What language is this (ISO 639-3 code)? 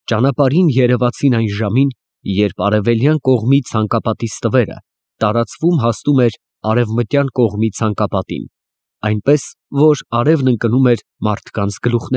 hye